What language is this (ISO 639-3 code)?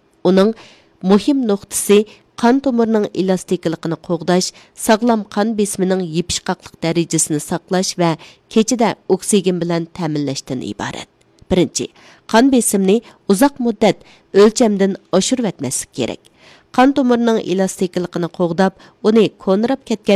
uig